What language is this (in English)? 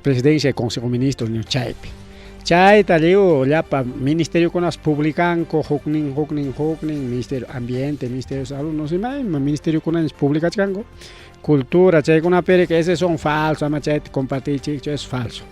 Ayacucho Quechua